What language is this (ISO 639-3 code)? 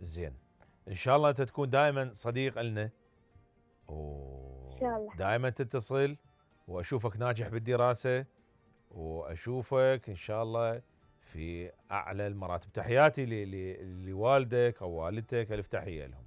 acm